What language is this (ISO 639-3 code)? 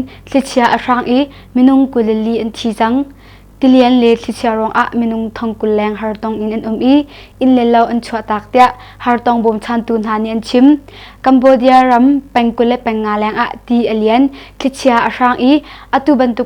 cnh